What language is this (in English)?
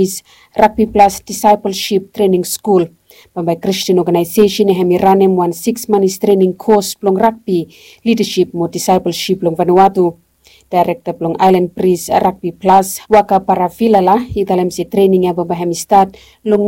Bislama